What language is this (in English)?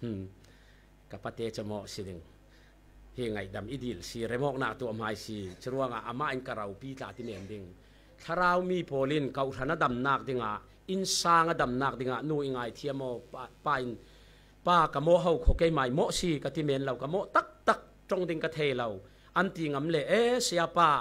Falam Chin